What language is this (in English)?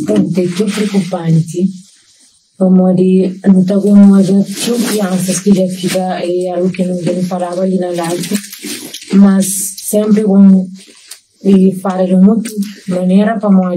Kabuverdianu